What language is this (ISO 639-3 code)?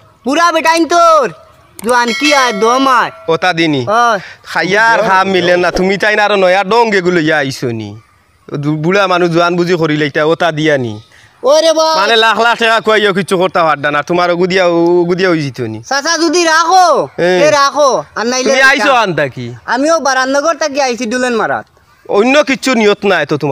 syl